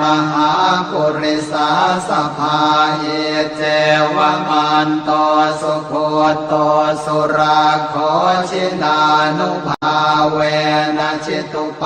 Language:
Pali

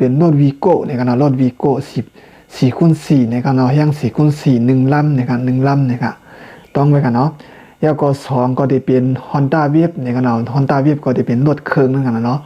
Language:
Shan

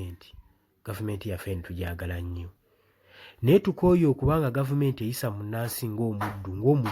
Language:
Ganda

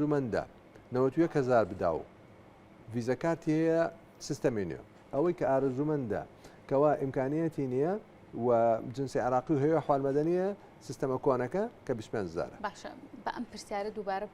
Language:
Central Kurdish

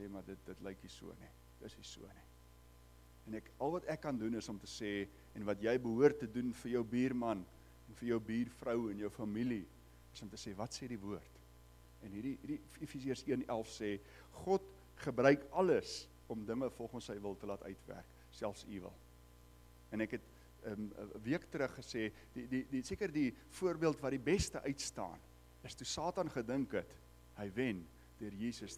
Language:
Afrikaans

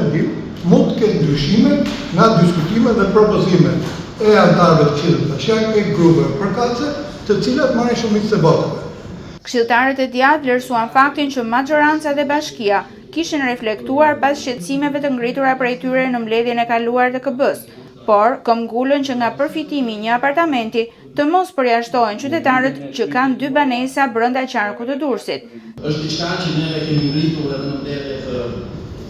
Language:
Albanian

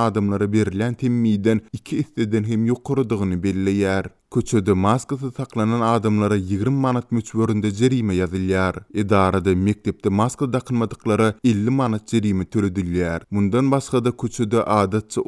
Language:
Turkmen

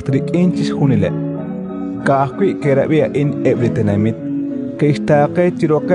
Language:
Kekchí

